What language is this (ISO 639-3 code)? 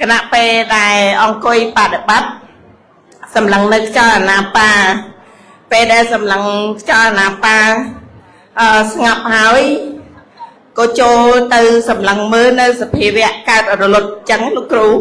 khm